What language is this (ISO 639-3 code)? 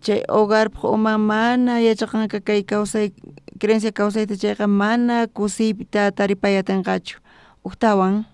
quh